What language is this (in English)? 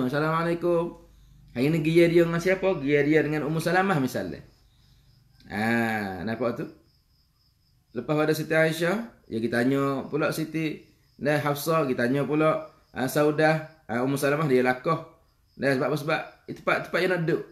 Malay